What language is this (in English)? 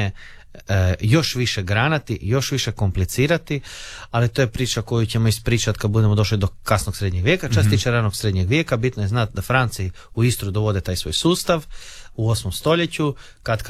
Croatian